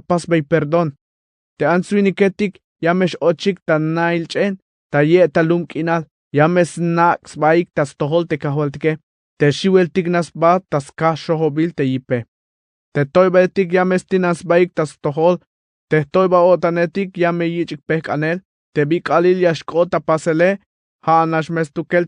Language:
Tzeltal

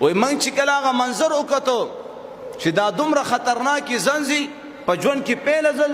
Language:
Pashto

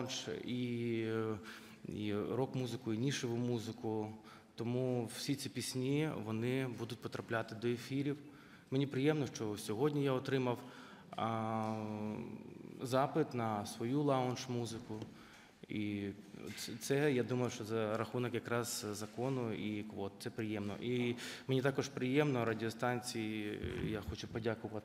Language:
Ukrainian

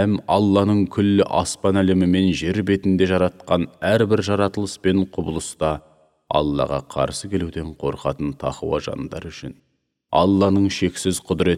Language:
Kazakh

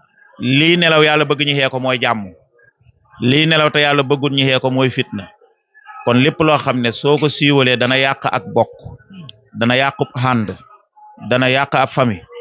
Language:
Wolof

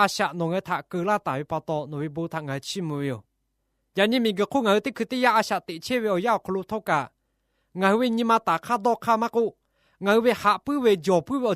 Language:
Lahu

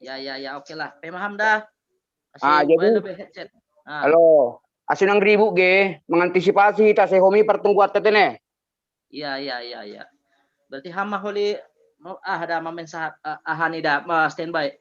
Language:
Batak Simalungun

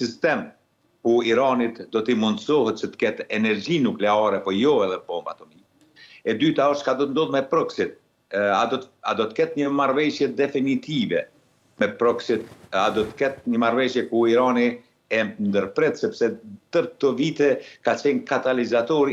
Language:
Albanian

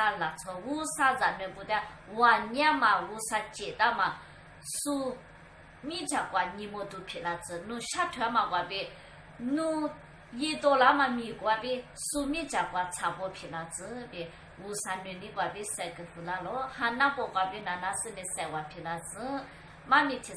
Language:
Lisu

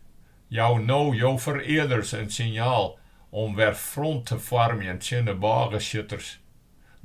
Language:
Western Frisian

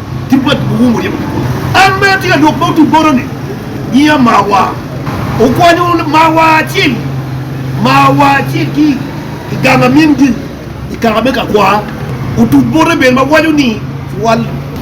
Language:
Acoli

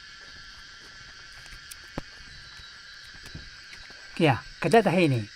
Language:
Taroko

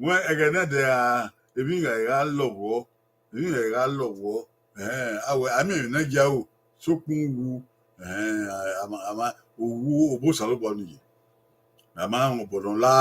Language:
Bini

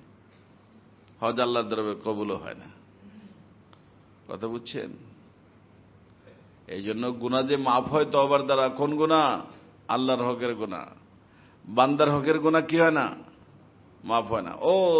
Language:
Bangla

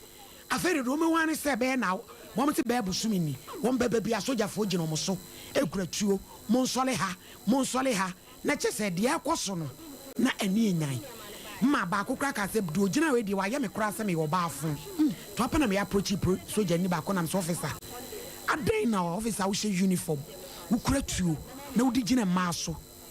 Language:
Akan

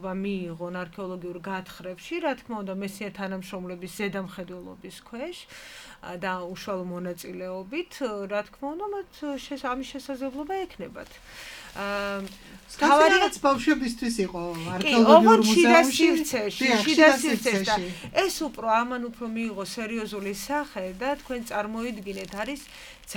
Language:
Georgian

